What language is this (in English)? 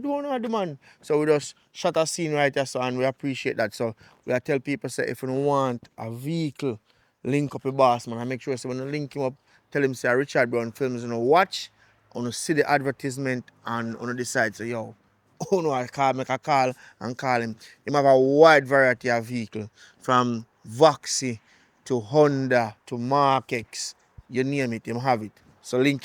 Jamaican Creole English